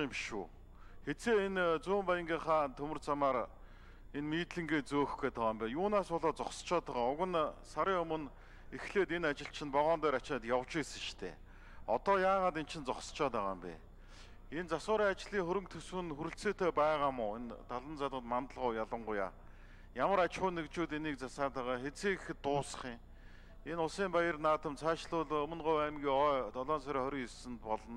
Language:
Mongolian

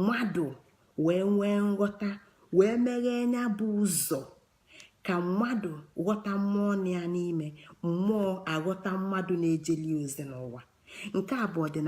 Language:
Igbo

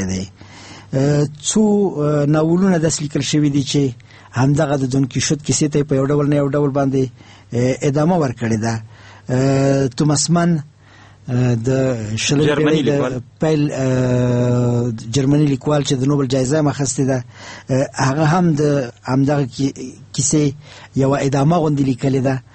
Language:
Pashto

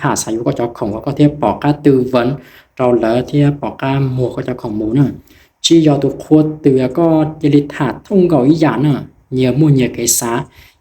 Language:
Hmong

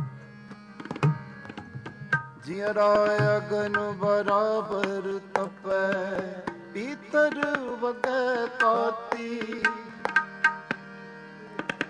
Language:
Punjabi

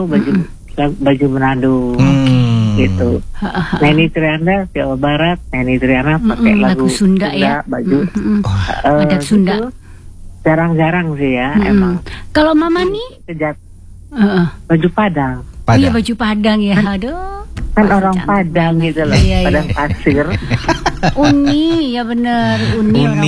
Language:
Indonesian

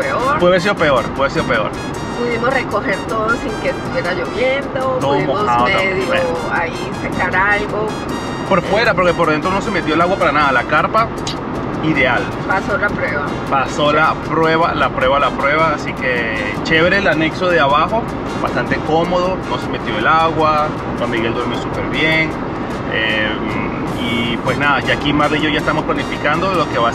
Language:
Spanish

